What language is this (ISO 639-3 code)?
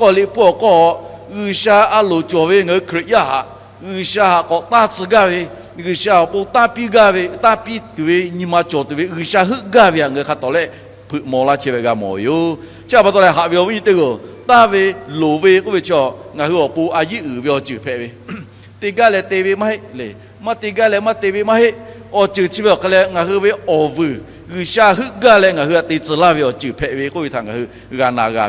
lhu